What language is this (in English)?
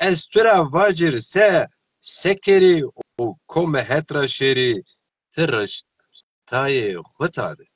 Zaza